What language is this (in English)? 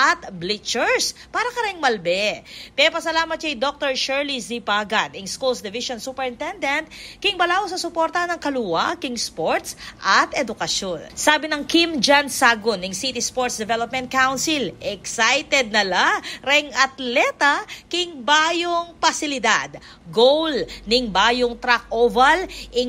Pampanga